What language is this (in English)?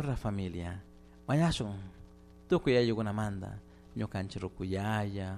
Chimborazo Highland Quichua